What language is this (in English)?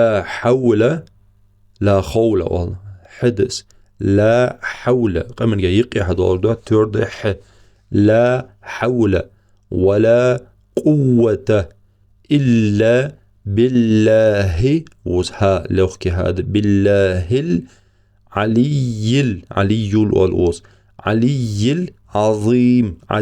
Ingush